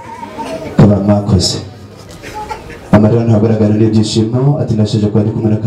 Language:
Kinyarwanda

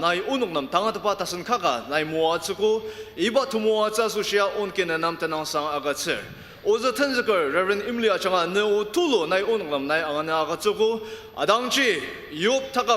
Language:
Ao Naga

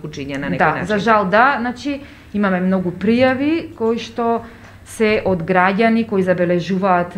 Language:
Macedonian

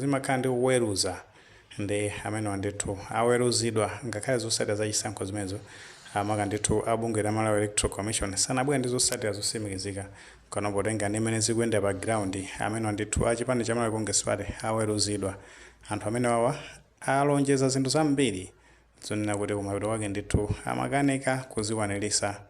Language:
Nyanja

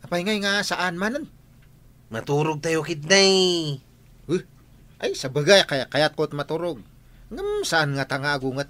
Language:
Iloko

